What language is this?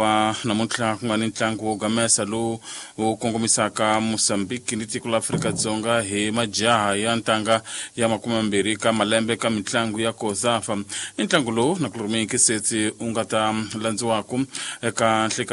Tsonga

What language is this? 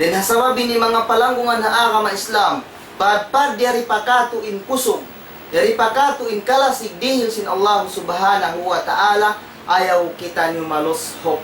Tausug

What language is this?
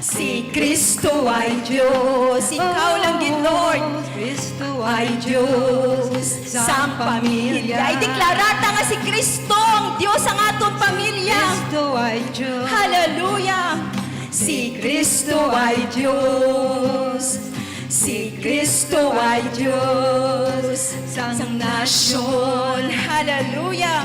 Hiligaynon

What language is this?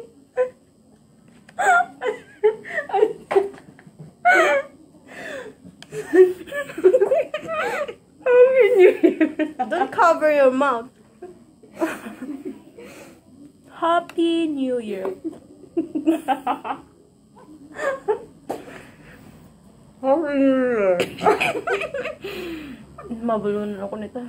Filipino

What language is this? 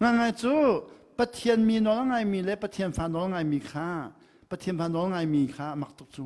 Hakha Chin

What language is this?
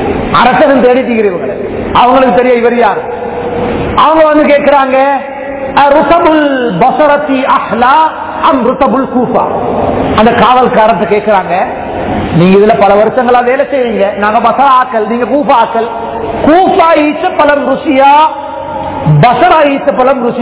Tamil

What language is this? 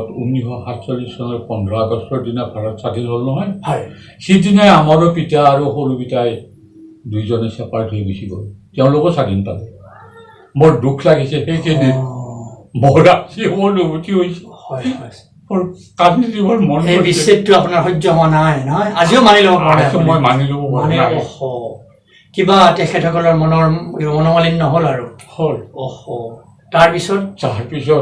Assamese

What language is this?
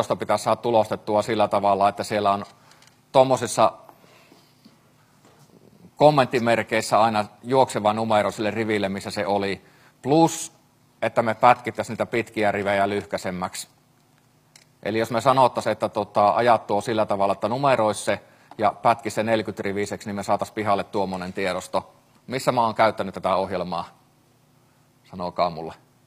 Finnish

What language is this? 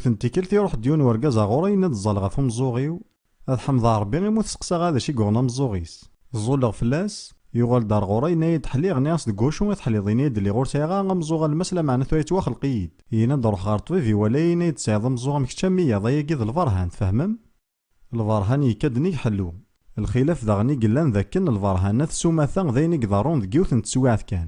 Kabyle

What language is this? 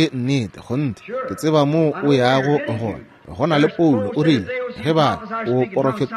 Northern Sotho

